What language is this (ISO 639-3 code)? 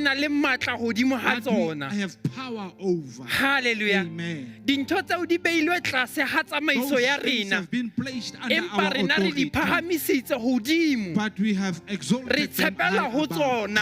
sot